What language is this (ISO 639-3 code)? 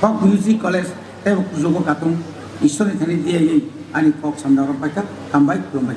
trp